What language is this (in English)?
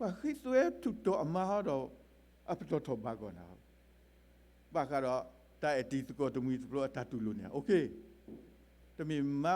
S'gaw Karen